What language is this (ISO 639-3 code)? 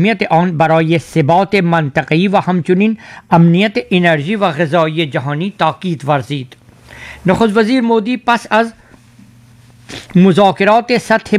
fas